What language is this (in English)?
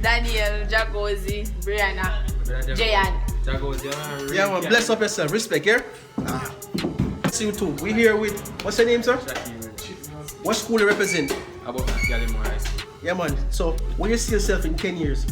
Jamaican Creole English